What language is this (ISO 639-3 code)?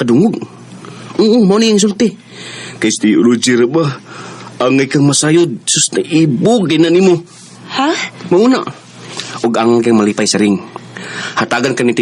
ceb